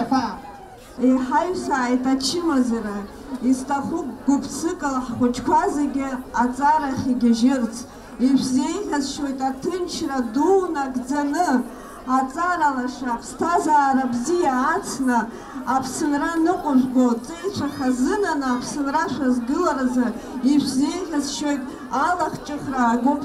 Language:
Abkhazian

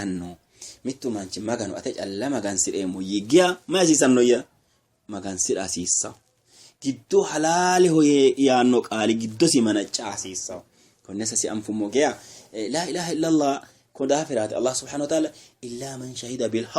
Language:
Sidamo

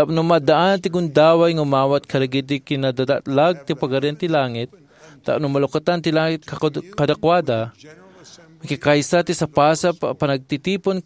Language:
Iloko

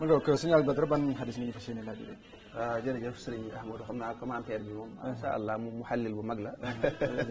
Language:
Wolof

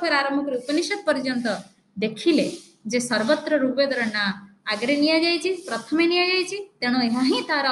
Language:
Odia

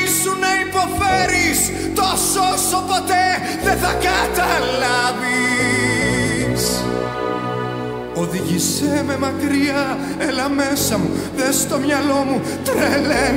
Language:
Greek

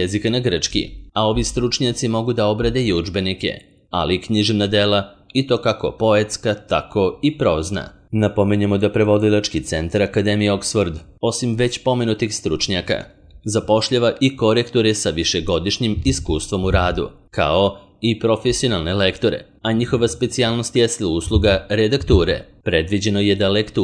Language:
Serbian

